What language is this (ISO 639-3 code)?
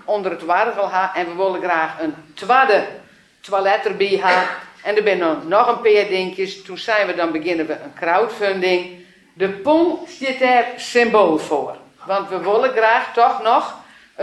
fry